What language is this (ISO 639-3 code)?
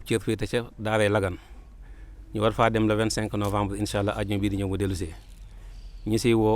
wol